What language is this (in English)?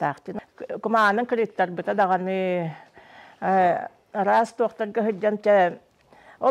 Yakut